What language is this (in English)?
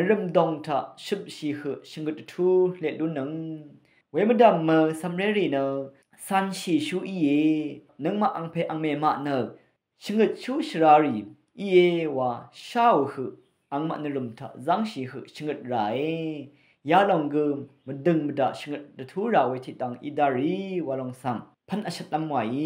Rawang